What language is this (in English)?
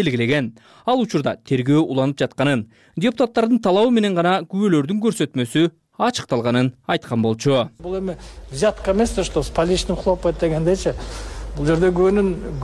Kyrgyz